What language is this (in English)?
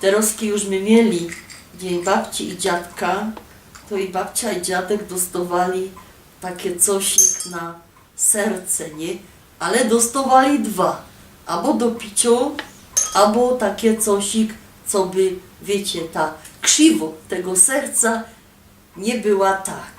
Silesian